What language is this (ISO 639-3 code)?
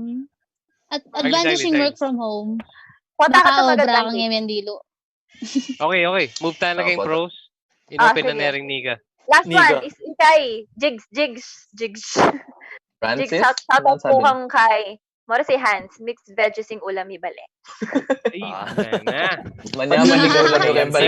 pam